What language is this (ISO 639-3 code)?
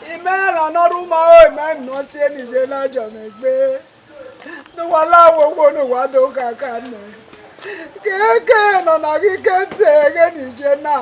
bin